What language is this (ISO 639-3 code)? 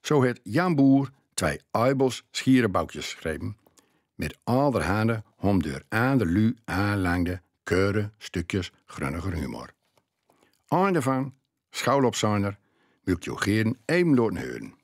gos